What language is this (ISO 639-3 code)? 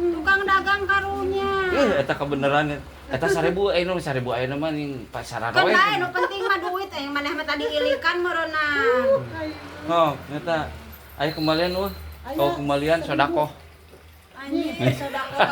sun